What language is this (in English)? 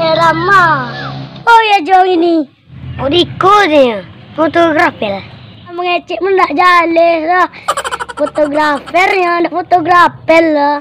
Minangkabau